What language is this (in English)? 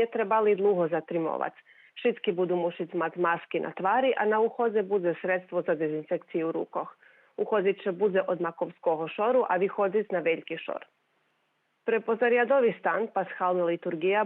Rusyn